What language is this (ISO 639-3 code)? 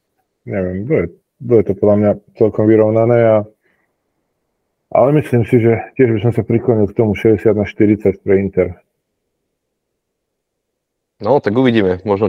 slk